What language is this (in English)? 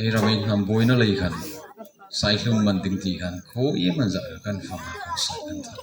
Hmar